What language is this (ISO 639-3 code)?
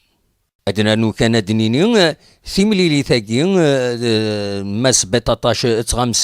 kab